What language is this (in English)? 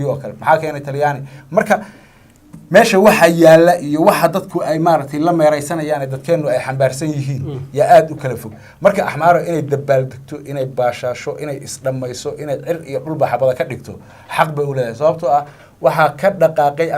Somali